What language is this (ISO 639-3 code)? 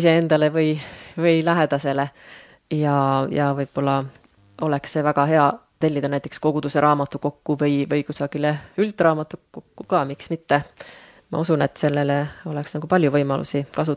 est